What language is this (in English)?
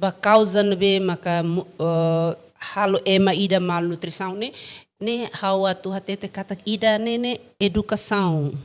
Tetum